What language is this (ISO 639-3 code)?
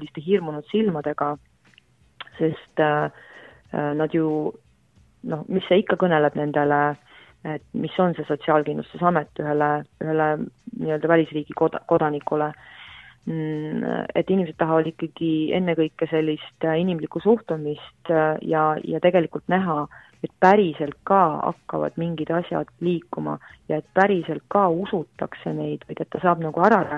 est